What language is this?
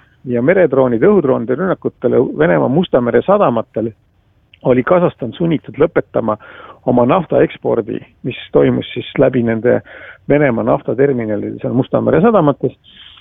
Estonian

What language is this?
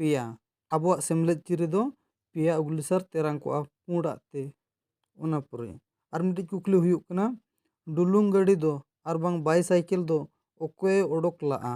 Santali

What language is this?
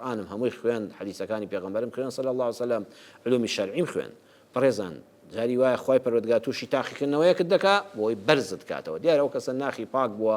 Central Kurdish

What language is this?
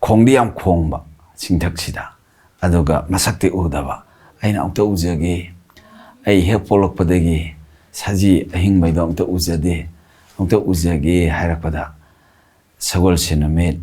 Manipuri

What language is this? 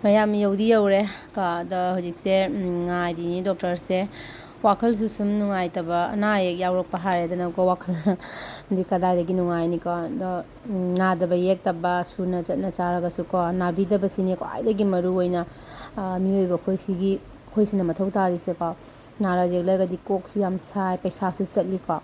Manipuri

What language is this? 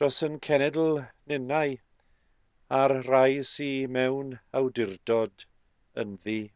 Welsh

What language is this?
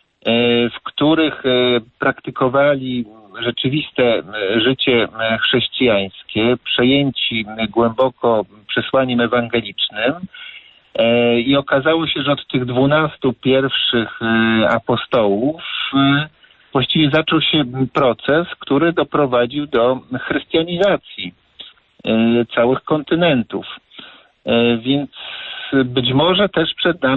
Polish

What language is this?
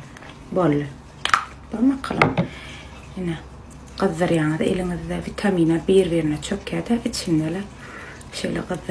Turkmen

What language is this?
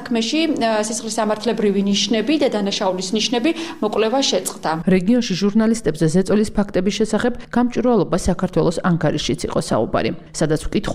Georgian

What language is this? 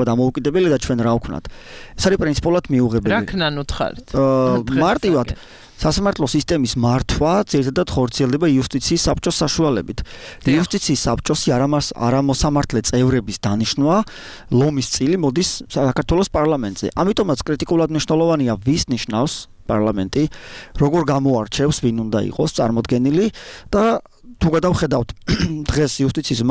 Georgian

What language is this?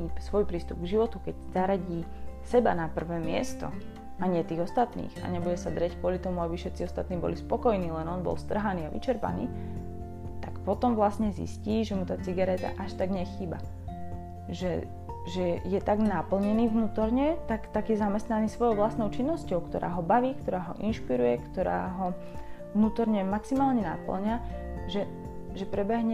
Slovak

